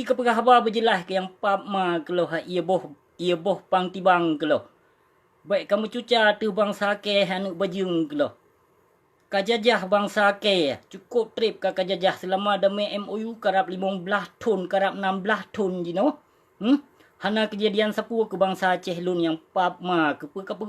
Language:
Achinese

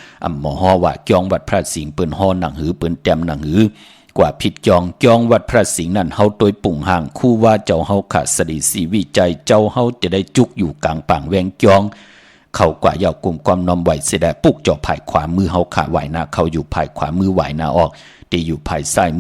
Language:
Shan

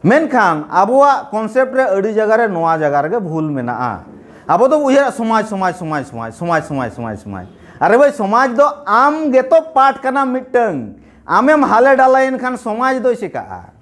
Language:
Santali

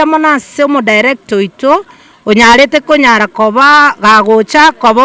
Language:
Gusii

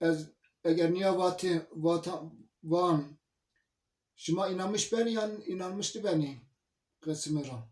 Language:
Zaza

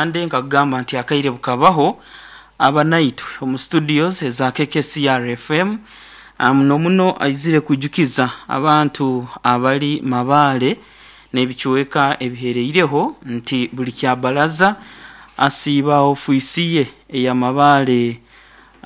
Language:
Nyoro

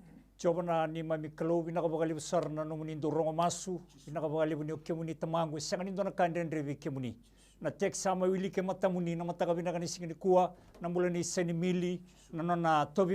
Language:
Fijian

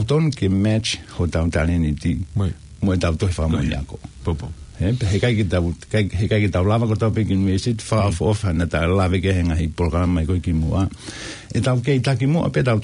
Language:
Tongan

